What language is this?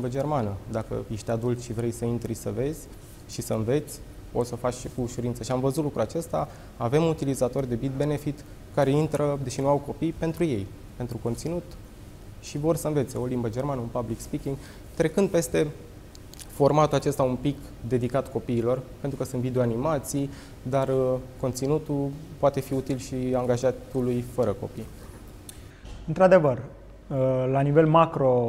Romanian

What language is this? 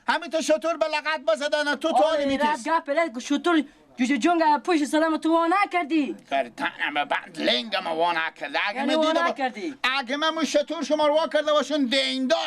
Persian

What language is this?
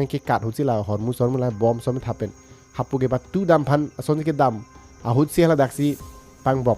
Karbi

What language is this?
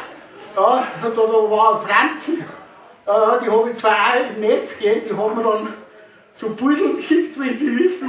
Bavarian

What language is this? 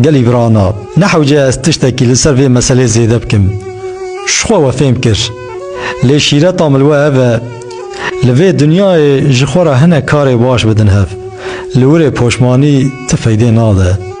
Kurdish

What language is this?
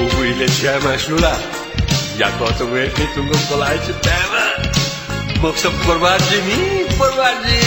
Newari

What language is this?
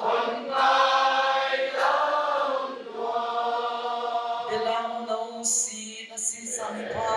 Paite Chin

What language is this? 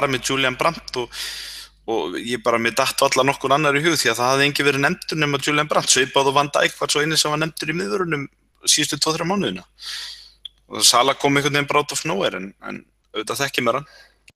Icelandic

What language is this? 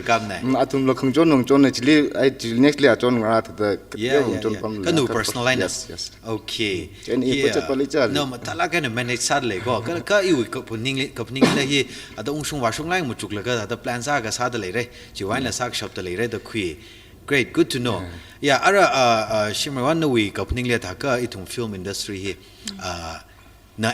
Tangkhul Naga (India)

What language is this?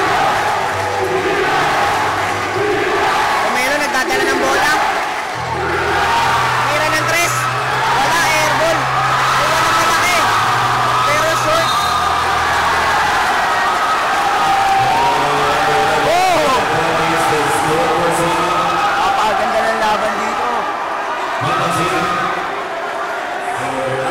Filipino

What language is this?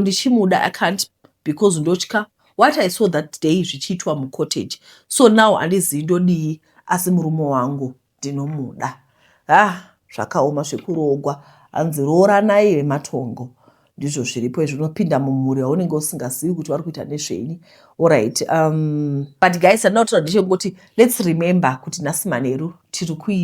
Shona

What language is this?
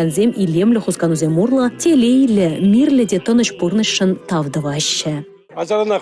Chuvash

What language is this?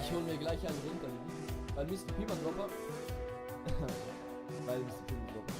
Swiss German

